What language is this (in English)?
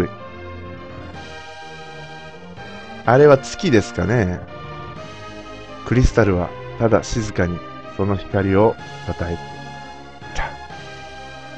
Japanese